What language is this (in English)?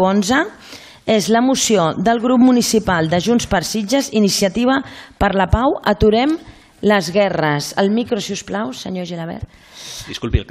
Catalan